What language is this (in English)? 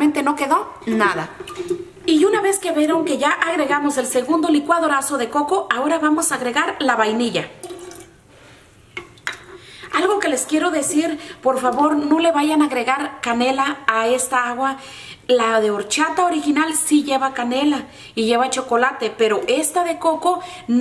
Spanish